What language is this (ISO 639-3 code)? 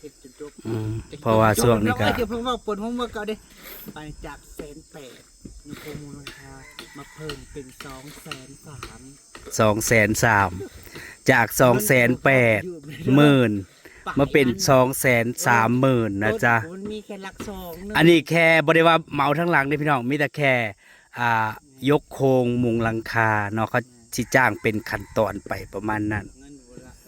tts